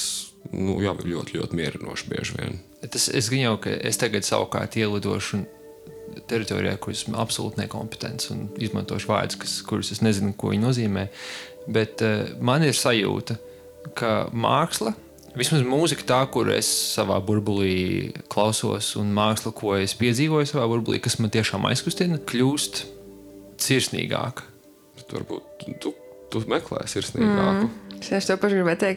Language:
Latvian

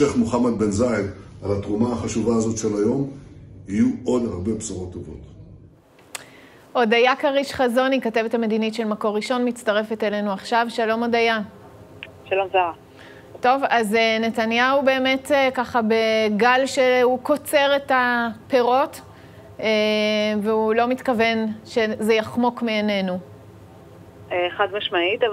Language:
Hebrew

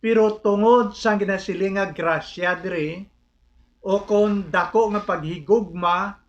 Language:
Hiligaynon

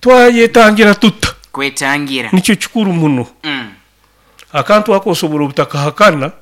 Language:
Nyoro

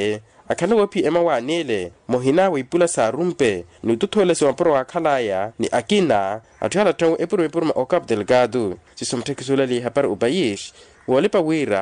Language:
Makhuwa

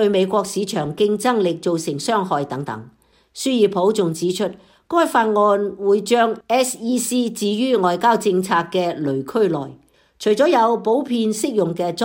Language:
Cantonese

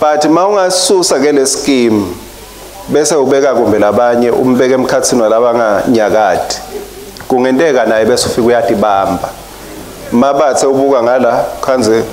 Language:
Swati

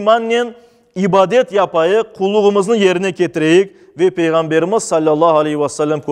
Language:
Crimean Tatar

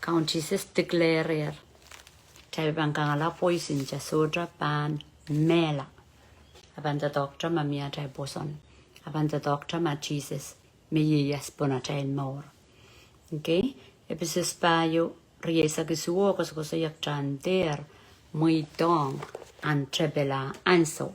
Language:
Pohnpeian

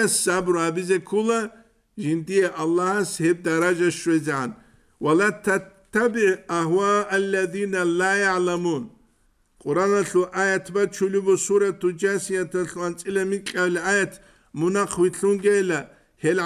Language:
Avaric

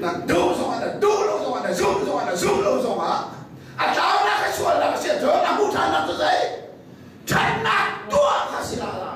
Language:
Hakha Chin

